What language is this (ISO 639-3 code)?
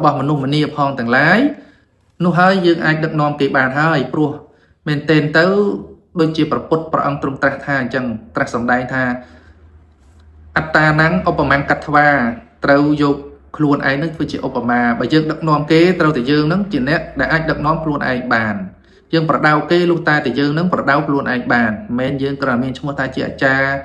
khm